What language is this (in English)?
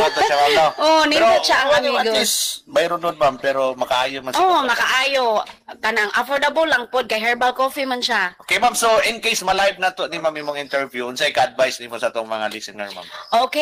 Cebuano